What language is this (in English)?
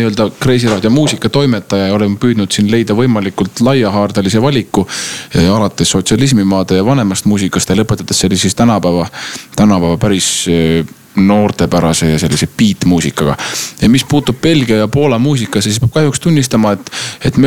Estonian